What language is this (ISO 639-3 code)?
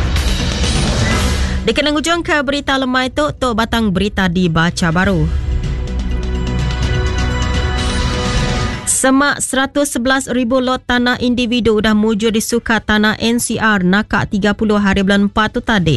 iba